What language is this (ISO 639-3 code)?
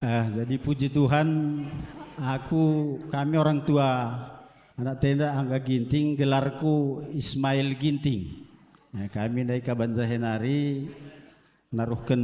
btx